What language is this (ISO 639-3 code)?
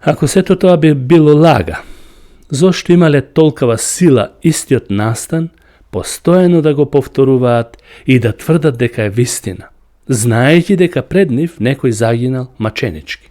mkd